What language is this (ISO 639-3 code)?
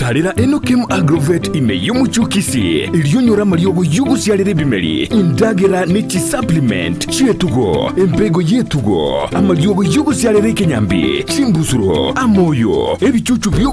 guz